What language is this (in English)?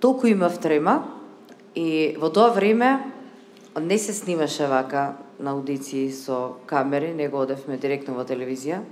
Macedonian